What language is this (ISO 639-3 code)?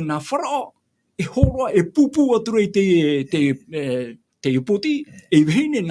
tah